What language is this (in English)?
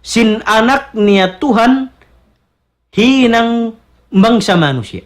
Tausug